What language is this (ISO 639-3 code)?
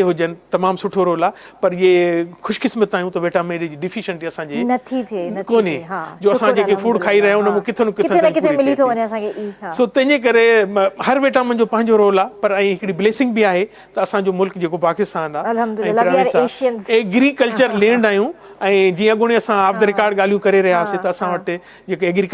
snd